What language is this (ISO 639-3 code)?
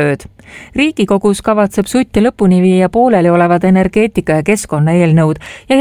est